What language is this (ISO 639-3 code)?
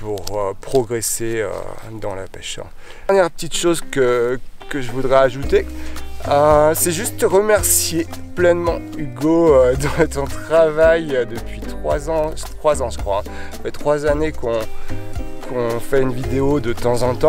fra